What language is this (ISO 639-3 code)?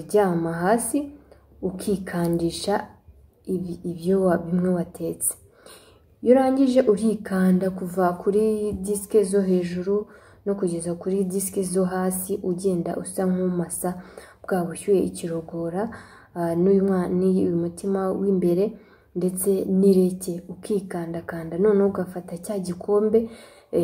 kin